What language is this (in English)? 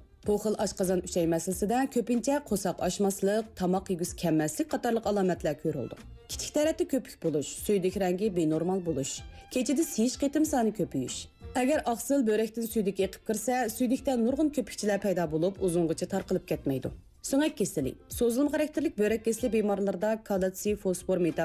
Uyghur